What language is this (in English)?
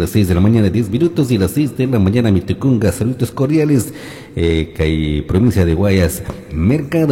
Chimborazo Highland Quichua